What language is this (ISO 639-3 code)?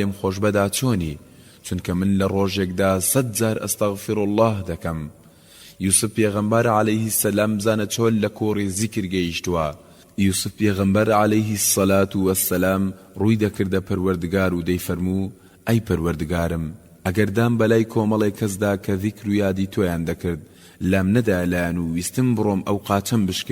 ckb